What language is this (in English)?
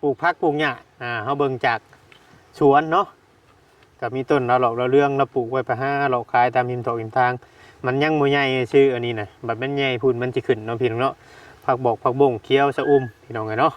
Northeastern Thai